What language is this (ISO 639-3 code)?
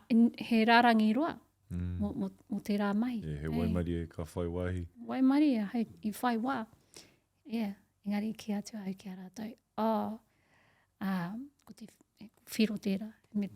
mri